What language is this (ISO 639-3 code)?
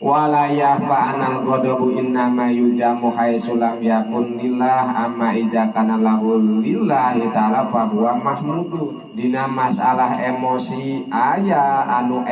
sun